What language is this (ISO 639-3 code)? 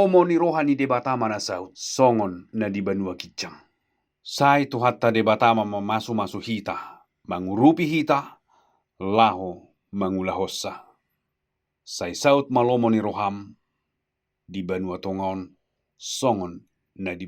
bbc